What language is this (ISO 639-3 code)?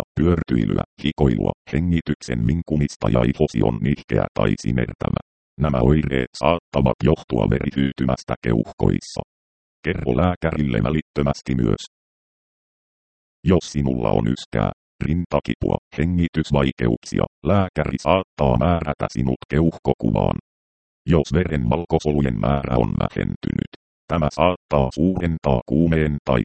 fin